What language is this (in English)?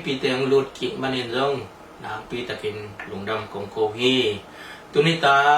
Tedim Chin